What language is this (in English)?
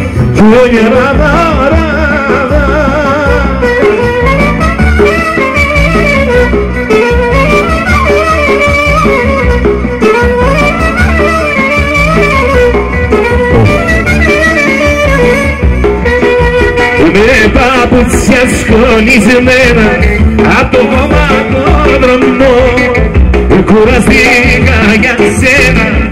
Greek